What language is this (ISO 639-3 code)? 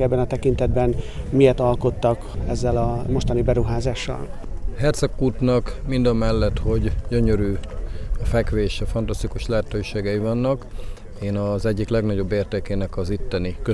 hun